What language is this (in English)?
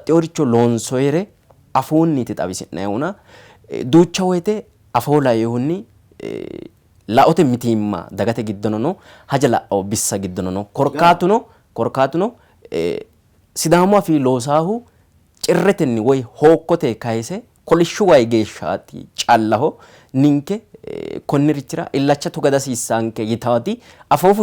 Sidamo